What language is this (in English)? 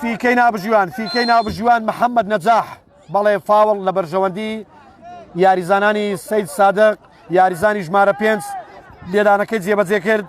Central Kurdish